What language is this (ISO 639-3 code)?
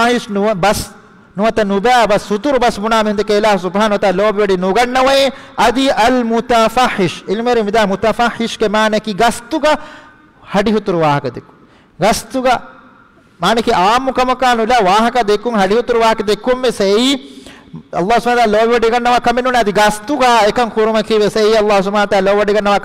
div